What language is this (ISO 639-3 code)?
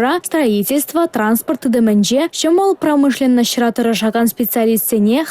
chv